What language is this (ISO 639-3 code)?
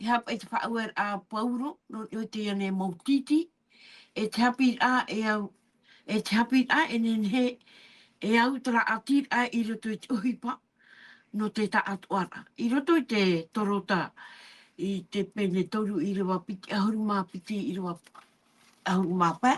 tah